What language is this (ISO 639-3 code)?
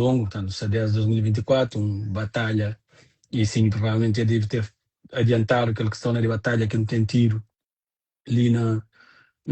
kea